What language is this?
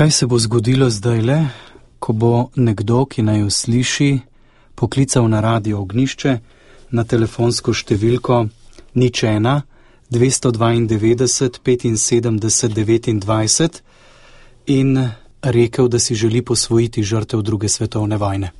Slovenian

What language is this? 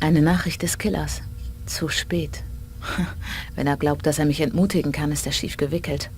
Bavarian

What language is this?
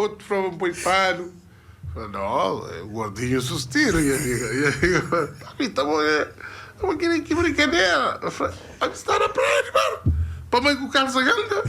Kabuverdianu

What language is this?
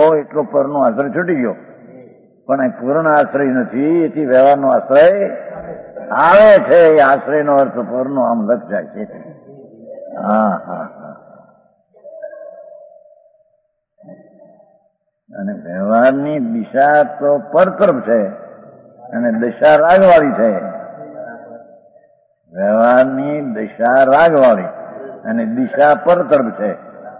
Gujarati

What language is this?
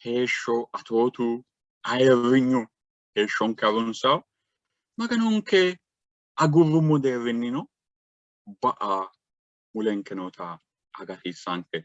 Sidamo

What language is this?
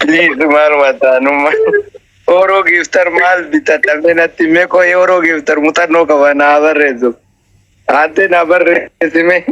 Oromo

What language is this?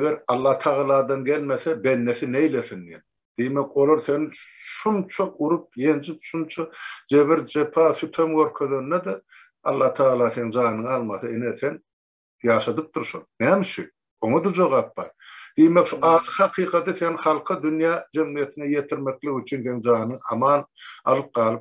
Turkmen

